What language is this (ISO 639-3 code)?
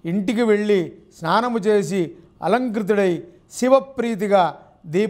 tel